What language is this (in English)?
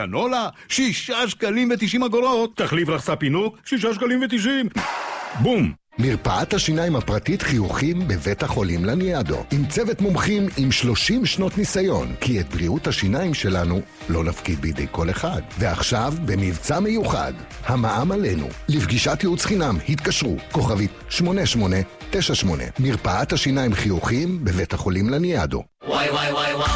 Hebrew